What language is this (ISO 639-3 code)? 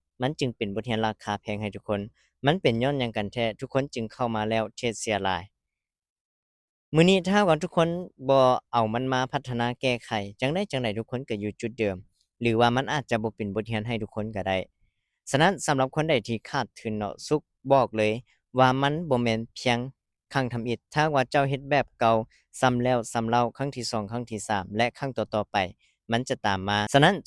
lao